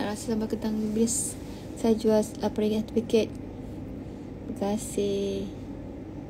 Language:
Malay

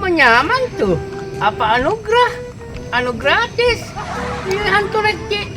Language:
Buginese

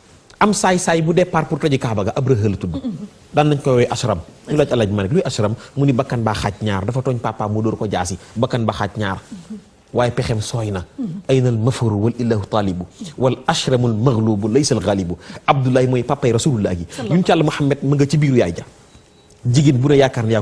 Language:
Wolof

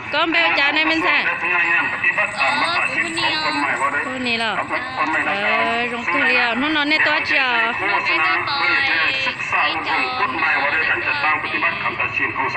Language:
Hmong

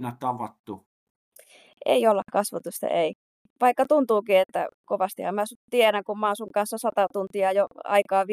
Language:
Finnish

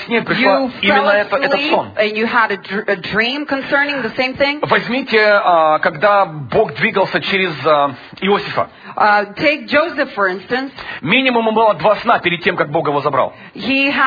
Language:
Russian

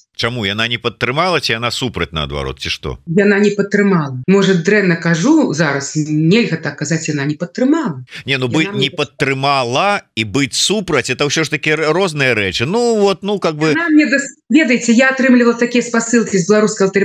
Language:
Belarusian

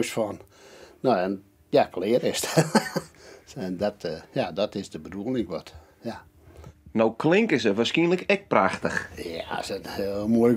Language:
Western Frisian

